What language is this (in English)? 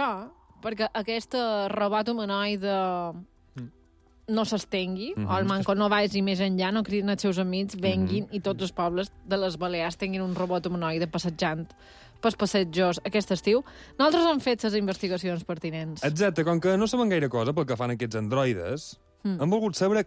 Catalan